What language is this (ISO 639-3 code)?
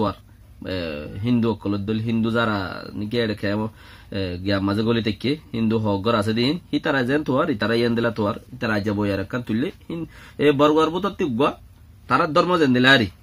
rhg